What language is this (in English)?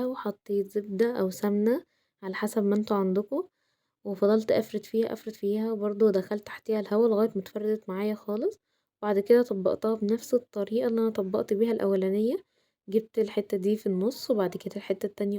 Egyptian Arabic